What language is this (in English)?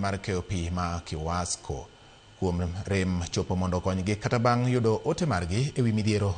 Luo (Kenya and Tanzania)